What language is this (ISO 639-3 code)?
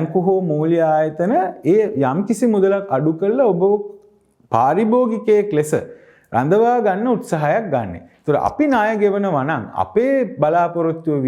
sin